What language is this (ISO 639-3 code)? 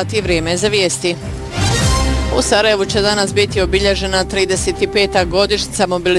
bos